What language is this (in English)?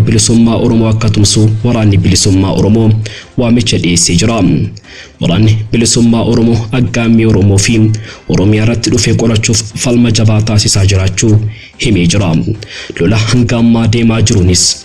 Oromo